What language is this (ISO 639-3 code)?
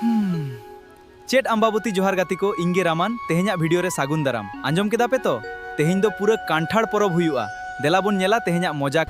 sat